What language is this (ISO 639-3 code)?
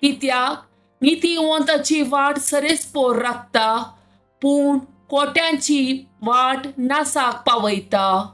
kok